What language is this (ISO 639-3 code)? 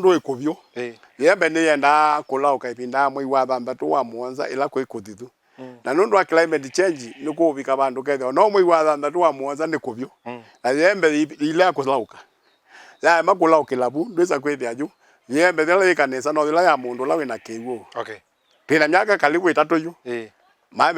kam